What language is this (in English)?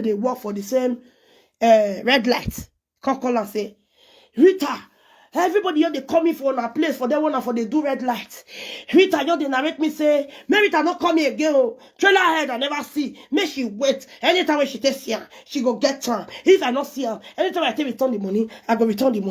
Nigerian Pidgin